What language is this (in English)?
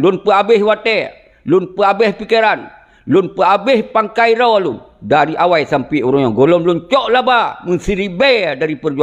Achinese